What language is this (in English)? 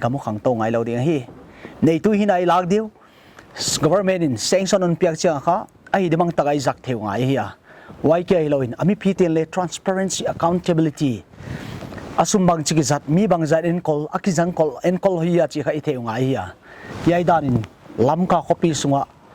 Paite Chin